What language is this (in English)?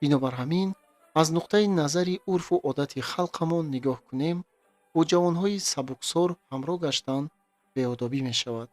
Tajik